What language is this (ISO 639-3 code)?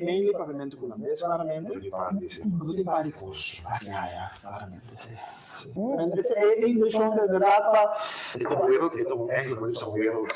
pap